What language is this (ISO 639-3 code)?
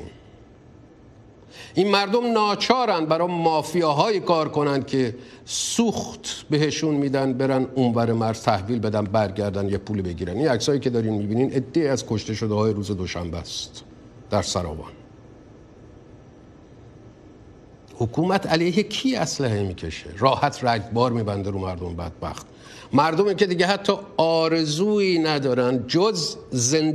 fas